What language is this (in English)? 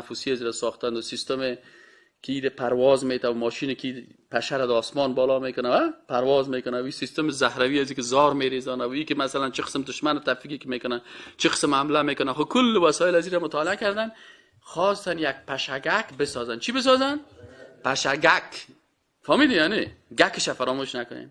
Persian